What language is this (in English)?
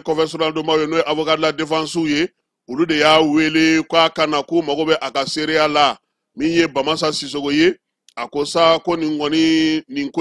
Bambara